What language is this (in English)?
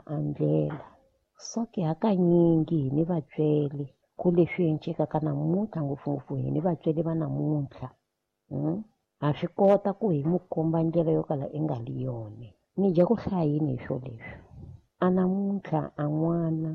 Tsonga